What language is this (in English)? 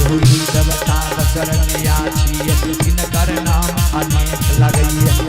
Maithili